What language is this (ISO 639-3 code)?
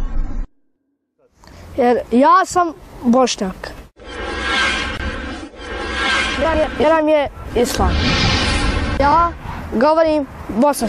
bos